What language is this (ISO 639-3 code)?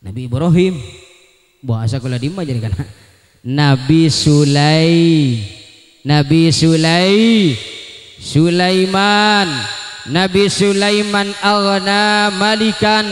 mad